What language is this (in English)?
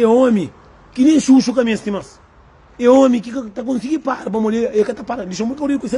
Kabuverdianu